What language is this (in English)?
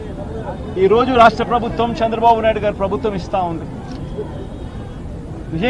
Telugu